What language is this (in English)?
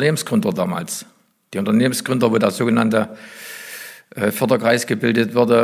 German